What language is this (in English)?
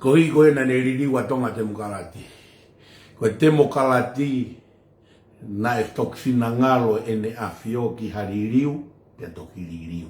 Tongan